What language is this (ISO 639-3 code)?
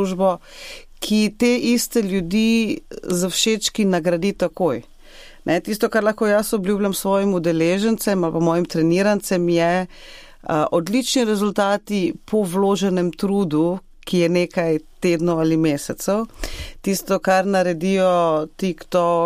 slv